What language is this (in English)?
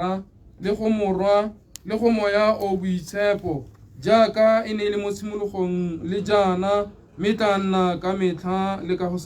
Tswana